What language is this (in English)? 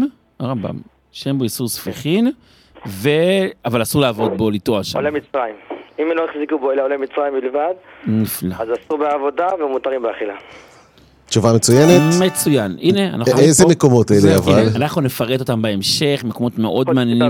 Hebrew